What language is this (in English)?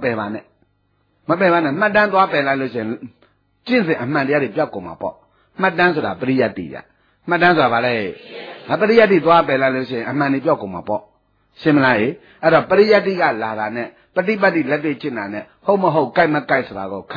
Burmese